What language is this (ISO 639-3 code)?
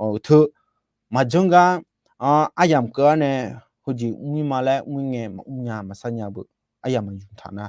ahk